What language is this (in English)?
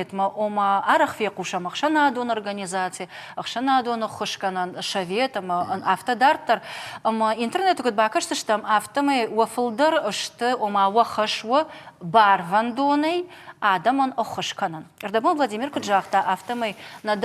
Ossetic